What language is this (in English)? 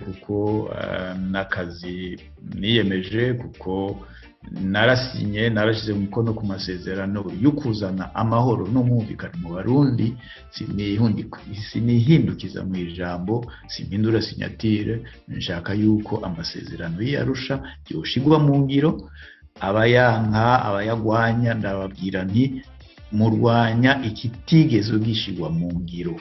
Rundi